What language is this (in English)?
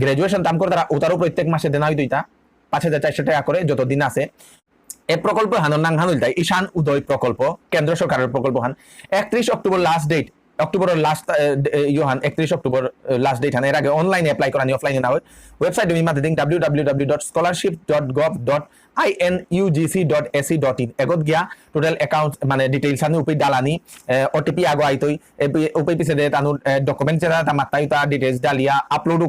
Bishnupriya